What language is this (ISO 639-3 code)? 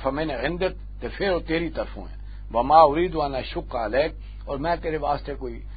lah